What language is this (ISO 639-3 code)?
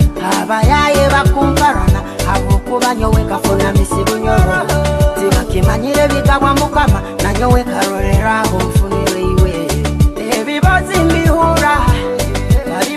nyo